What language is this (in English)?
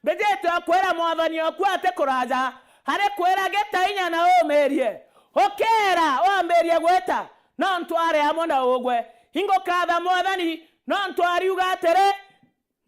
Meru